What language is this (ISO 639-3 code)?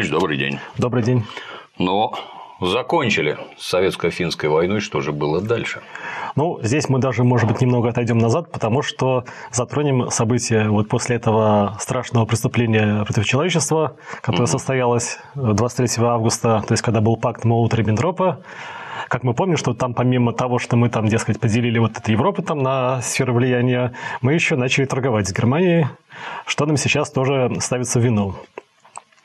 rus